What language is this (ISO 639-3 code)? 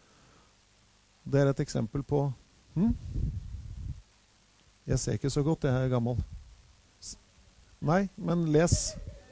nor